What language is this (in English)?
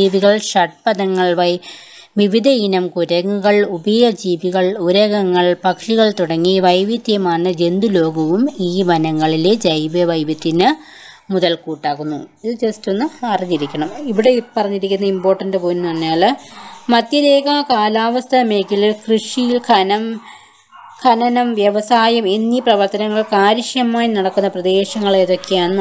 Malayalam